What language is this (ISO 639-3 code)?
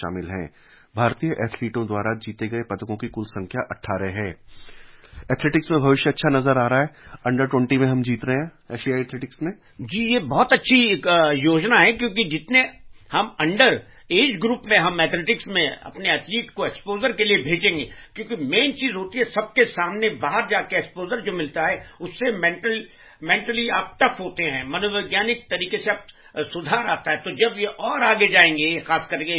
hin